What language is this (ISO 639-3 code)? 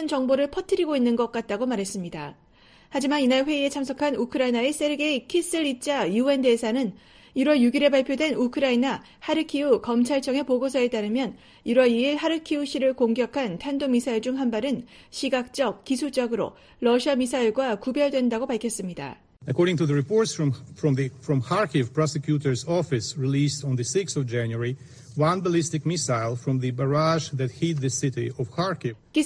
kor